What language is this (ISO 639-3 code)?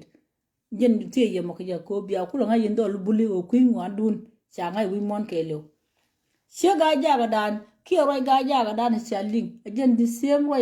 nus